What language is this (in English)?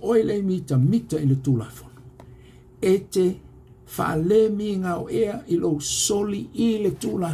Samoan